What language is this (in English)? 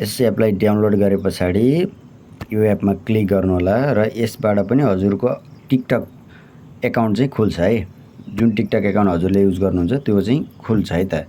Nepali